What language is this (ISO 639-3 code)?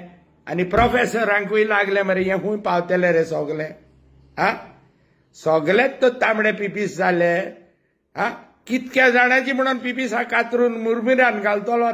kok